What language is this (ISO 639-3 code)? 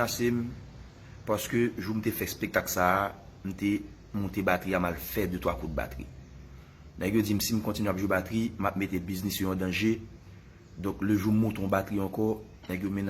hat